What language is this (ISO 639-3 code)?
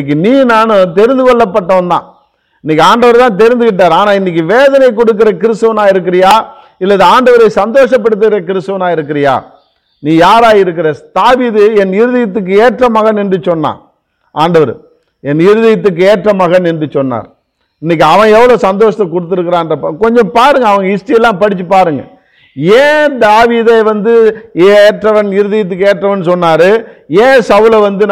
tam